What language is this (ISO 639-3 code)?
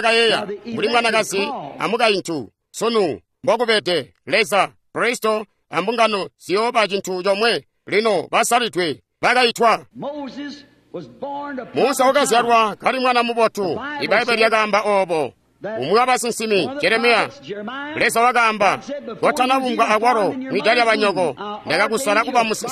toi